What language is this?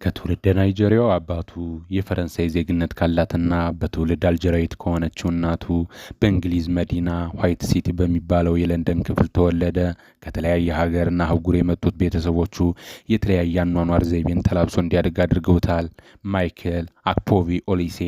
Amharic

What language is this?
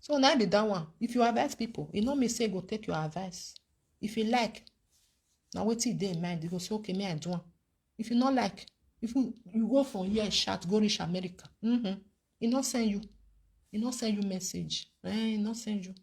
Nigerian Pidgin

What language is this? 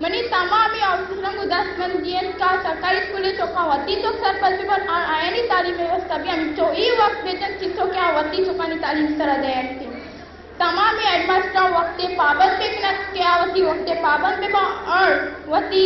Baluchi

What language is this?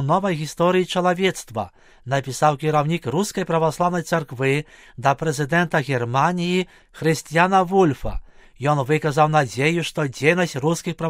Belarusian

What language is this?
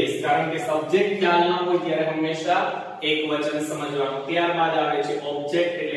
Gujarati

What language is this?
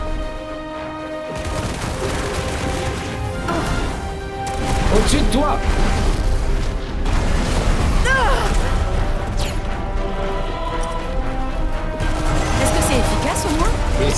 French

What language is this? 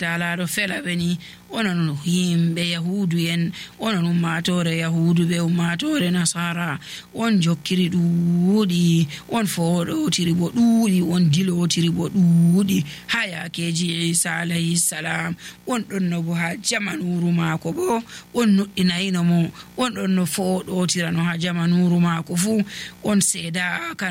Nigerian Fulfulde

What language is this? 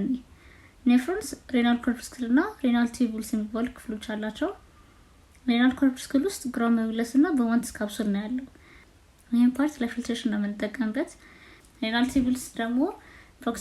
Amharic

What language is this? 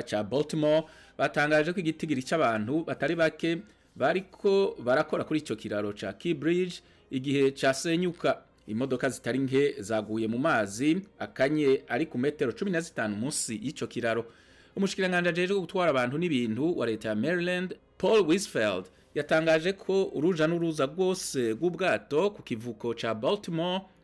Rundi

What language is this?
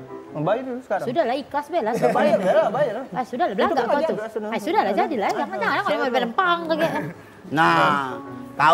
Musi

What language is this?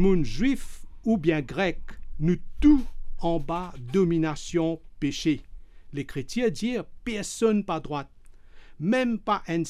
Morisyen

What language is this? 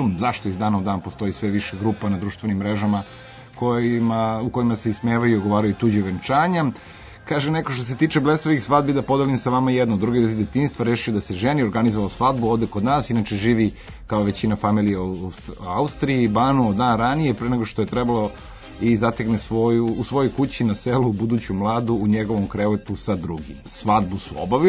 Serbian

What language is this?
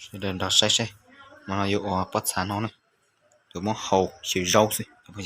Hmong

